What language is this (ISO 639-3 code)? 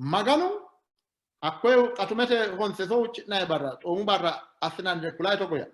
sid